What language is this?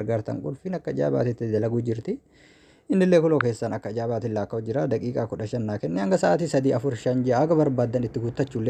Oromo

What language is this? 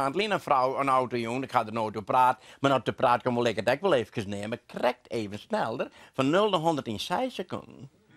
Western Frisian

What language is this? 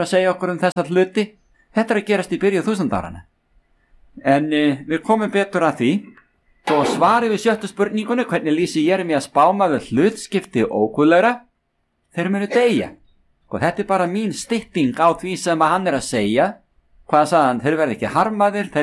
Icelandic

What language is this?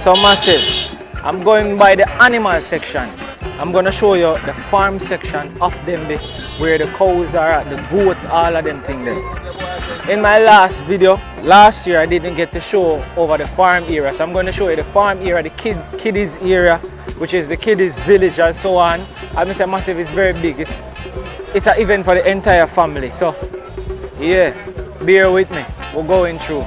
Jamaican Creole English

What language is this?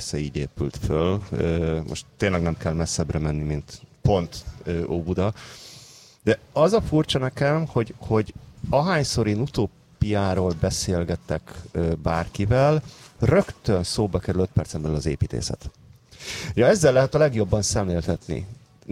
Hungarian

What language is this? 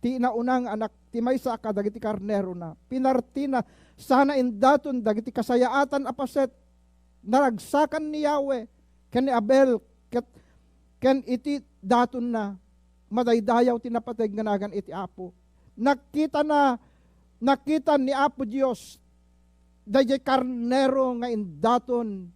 Iloko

